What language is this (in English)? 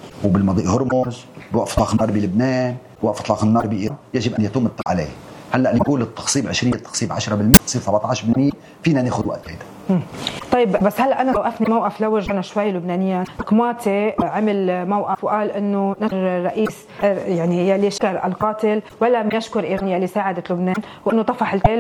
North Levantine Arabic